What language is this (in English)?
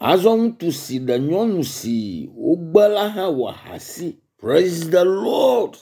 Ewe